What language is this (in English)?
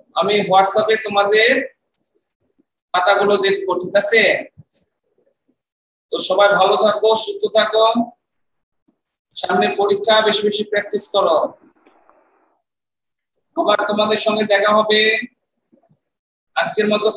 Bangla